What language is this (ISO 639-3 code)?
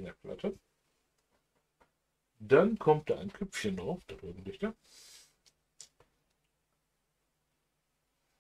deu